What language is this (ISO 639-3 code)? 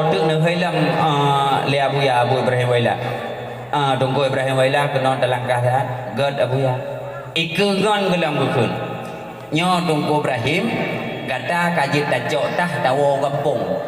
ace